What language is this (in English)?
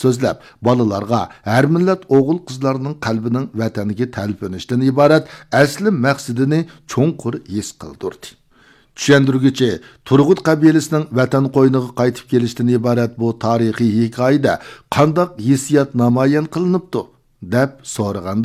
Uyghur